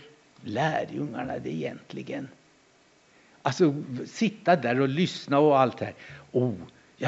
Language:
Swedish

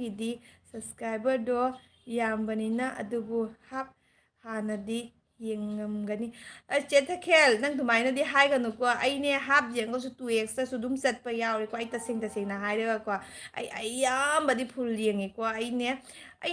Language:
Manipuri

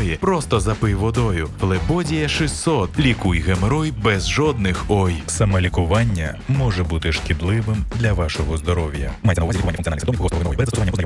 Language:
Ukrainian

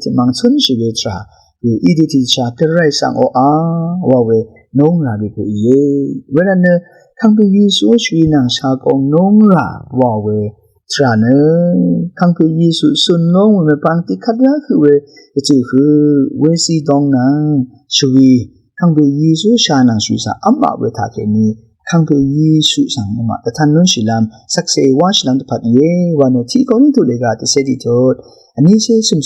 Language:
Rawang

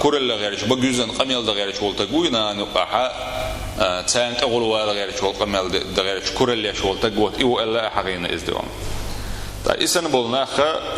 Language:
Chechen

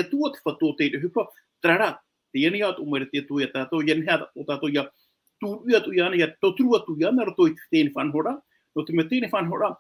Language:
Tahitian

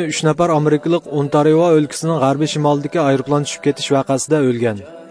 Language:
Uyghur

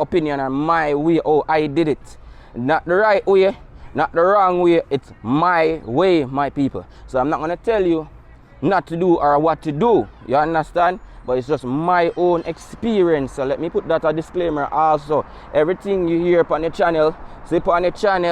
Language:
Jamaican Creole English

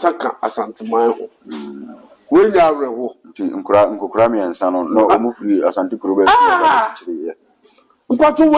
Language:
Akan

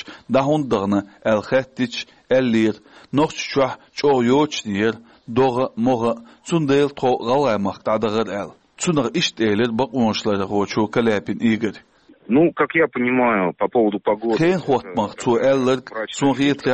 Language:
Chechen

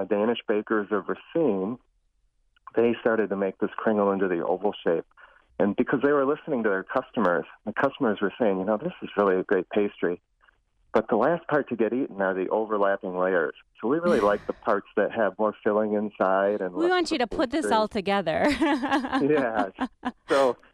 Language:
English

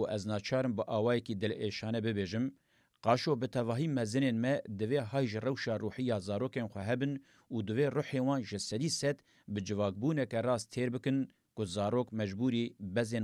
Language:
Kurdish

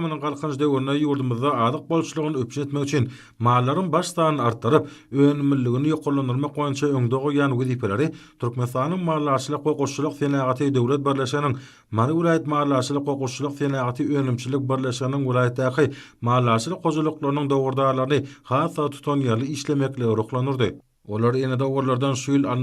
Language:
Turkmen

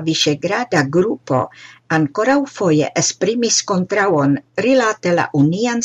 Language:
Esperanto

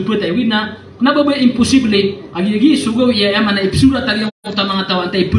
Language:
Maranao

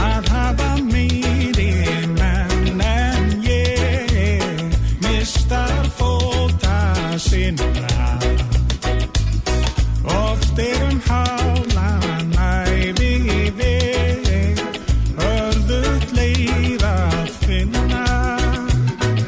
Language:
Icelandic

